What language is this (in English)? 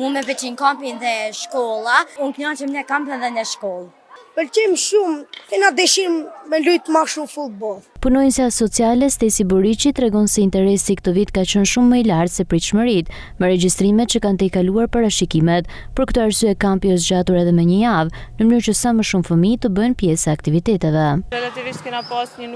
Albanian